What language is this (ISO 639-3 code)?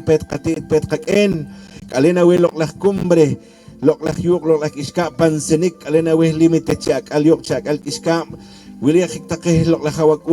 poh